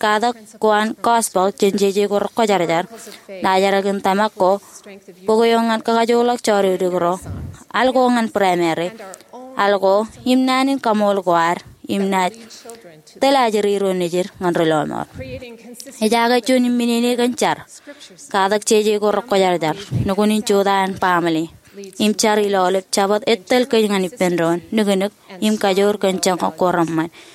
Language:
Marshallese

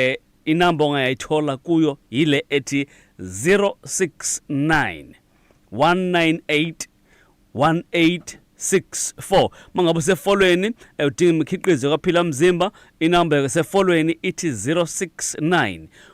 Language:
Zulu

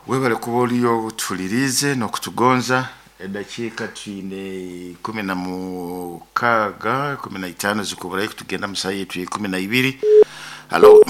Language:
Nyoro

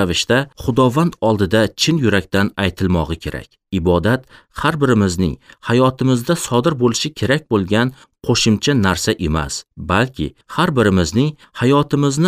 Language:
Uzbek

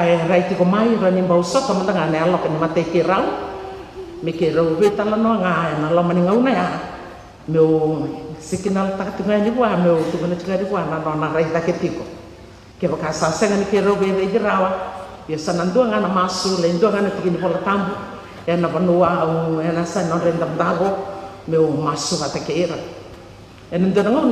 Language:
Fijian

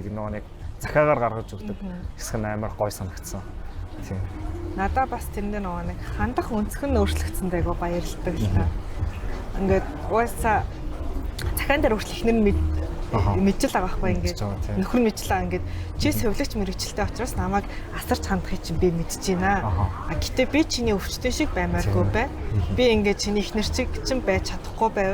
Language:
Mongolian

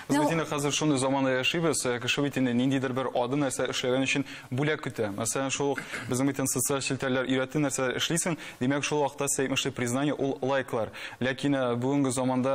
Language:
Tatar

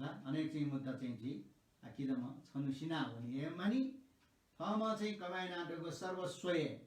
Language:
Newari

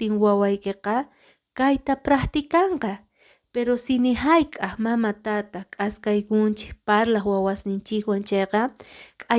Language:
Quechua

